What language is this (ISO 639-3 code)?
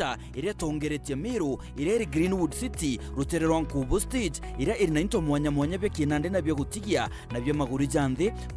mer